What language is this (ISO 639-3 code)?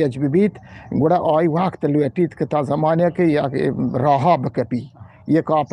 bgp